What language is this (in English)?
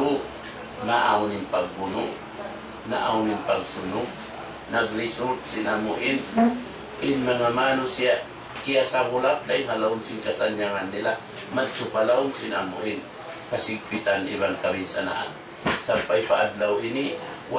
Tausug